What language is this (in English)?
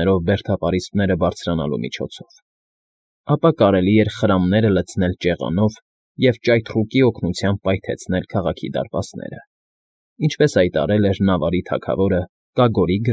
Armenian